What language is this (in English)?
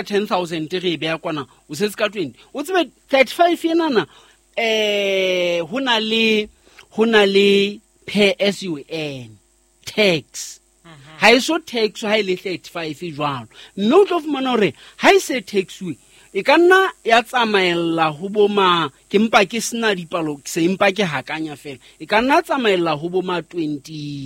Southern Sotho